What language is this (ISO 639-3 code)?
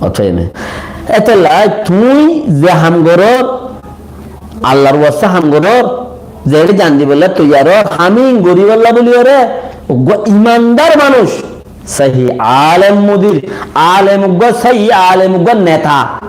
rhg